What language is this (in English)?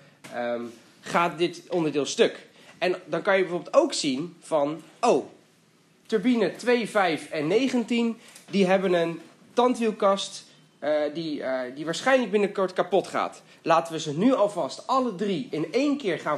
Dutch